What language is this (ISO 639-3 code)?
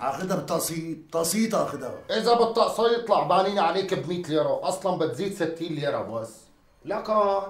apc